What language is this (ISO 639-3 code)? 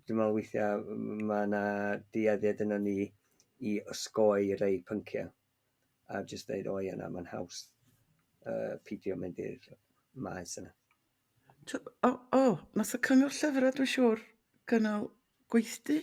cym